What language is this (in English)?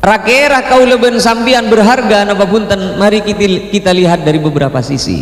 Madurese